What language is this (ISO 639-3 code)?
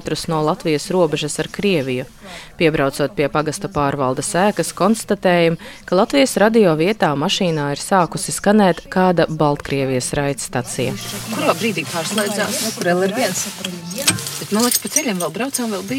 lav